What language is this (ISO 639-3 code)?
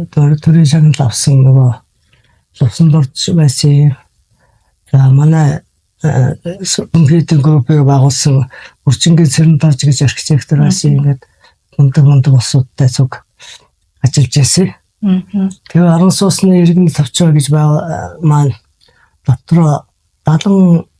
mon